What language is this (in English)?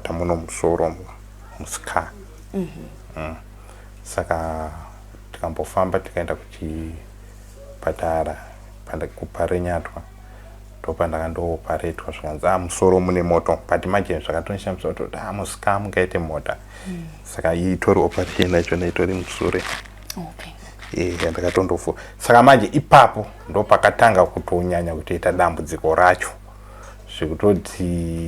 Shona